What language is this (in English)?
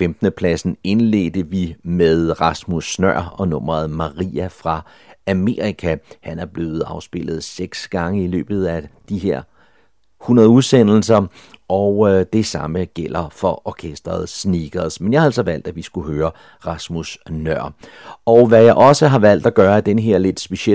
Danish